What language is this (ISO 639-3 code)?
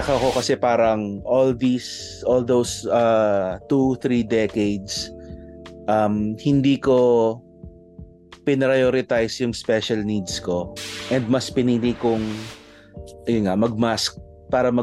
fil